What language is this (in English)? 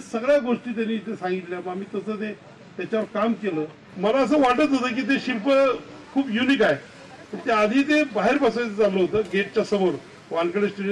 Marathi